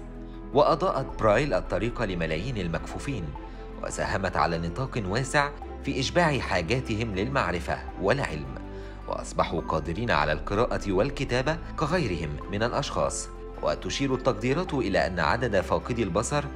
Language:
Egyptian Arabic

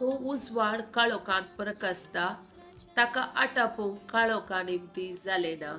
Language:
Konkani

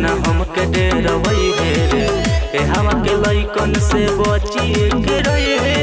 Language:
Bhojpuri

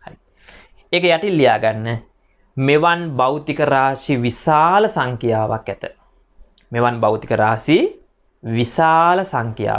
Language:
Sinhala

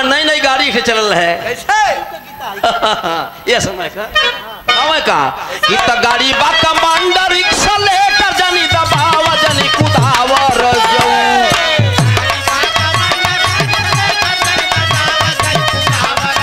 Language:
Bhojpuri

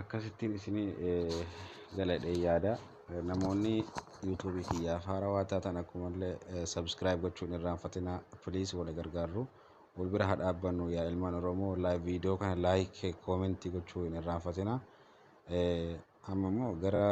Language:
Oromo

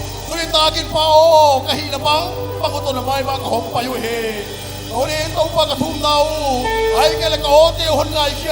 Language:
Paite Chin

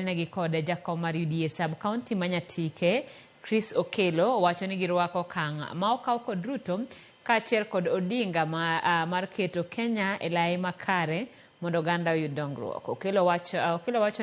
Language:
Luo (Kenya and Tanzania)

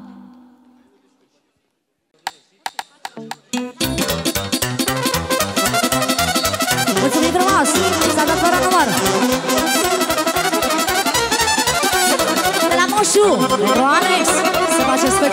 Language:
Romanian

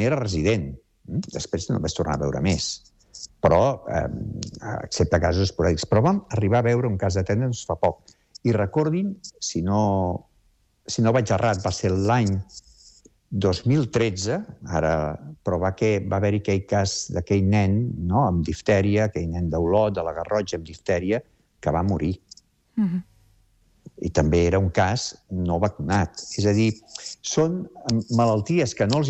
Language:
Catalan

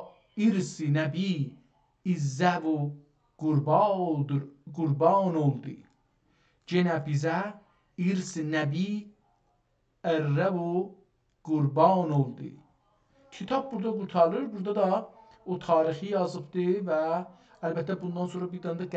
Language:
South Azerbaijani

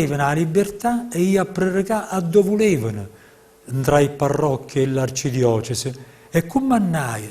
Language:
Neapolitan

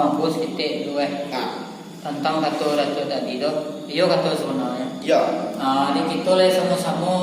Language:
Minangkabau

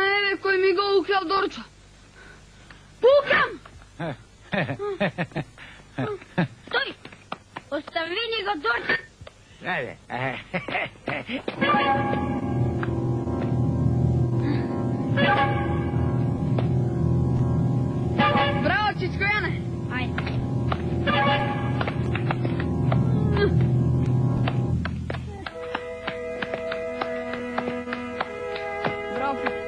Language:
Macedonian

